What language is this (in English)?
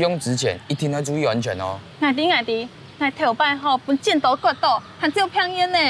Hakka Chinese